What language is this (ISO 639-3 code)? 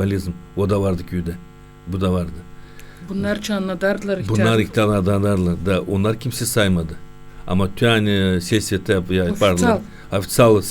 gag